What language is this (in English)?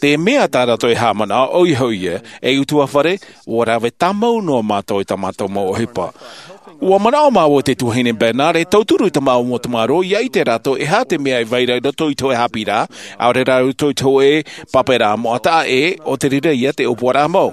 Tahitian